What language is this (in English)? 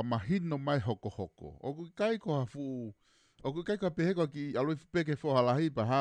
Tongan